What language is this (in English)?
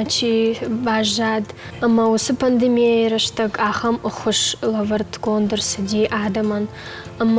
Ossetic